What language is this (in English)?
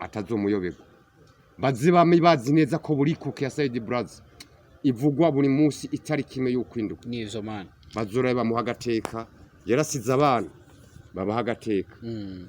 Rundi